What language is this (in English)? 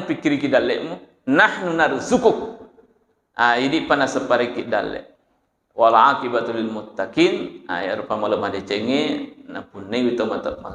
Buginese